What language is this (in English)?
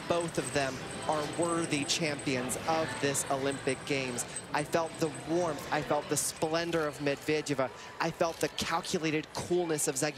English